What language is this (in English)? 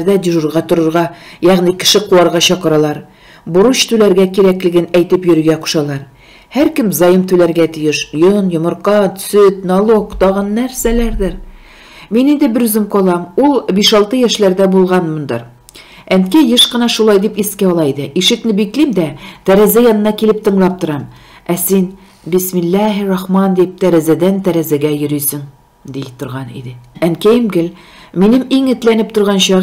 Tatar